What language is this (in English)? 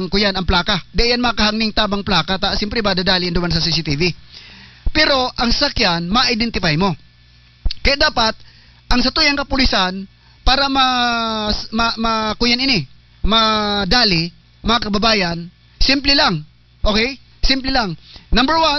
Bikol